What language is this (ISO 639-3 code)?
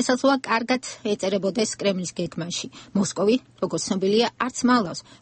kat